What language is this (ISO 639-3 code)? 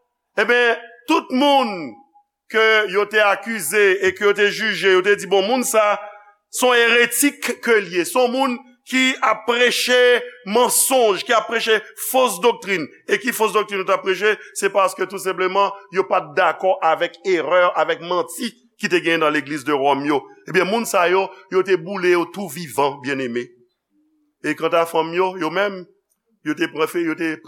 hat